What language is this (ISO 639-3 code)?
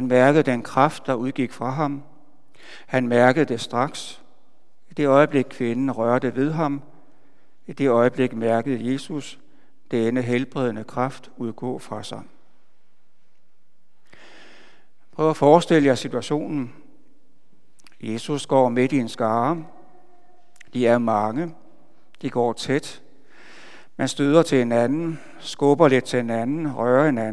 dan